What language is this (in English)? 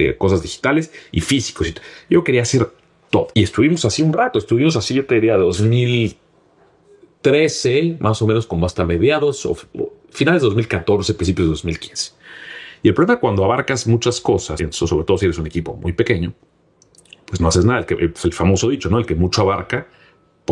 Spanish